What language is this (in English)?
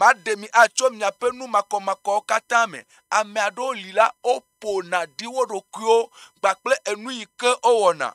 Ewe